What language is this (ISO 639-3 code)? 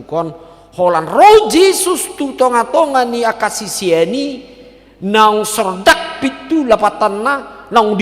bbc